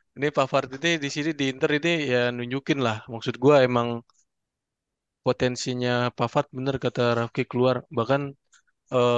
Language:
Indonesian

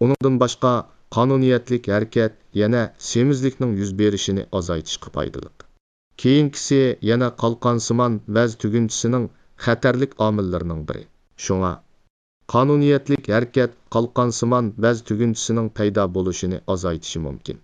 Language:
Uyghur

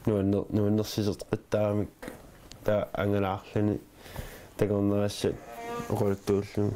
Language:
Kalaallisut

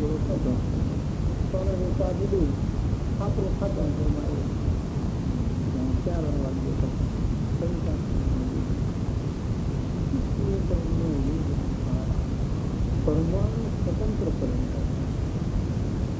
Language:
Gujarati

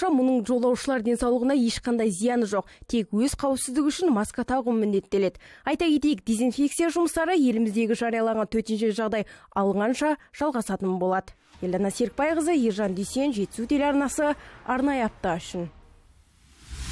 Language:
Kazakh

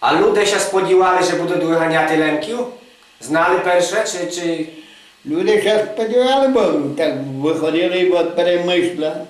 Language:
Rusyn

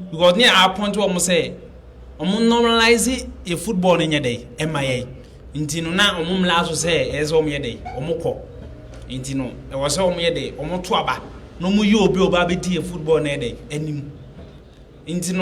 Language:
Akan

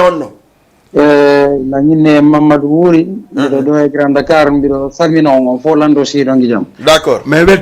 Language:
Fula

